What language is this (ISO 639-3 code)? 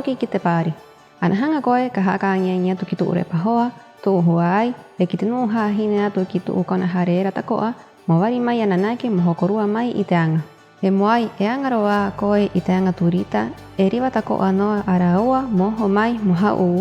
rap